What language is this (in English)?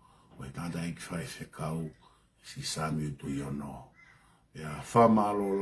Tongan